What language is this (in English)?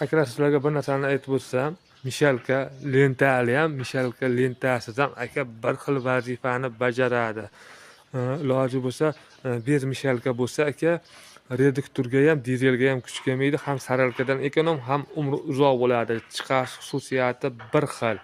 Uzbek